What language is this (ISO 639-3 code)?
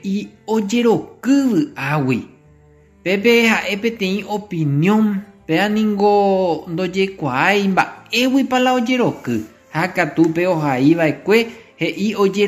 grn